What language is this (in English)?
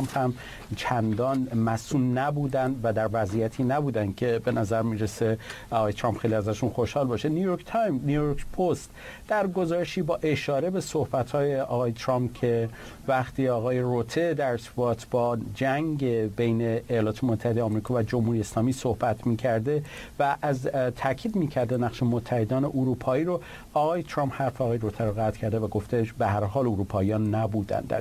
Persian